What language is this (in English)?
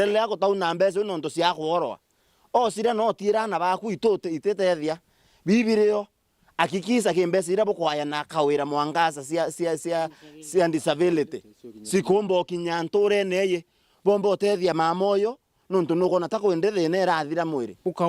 Meru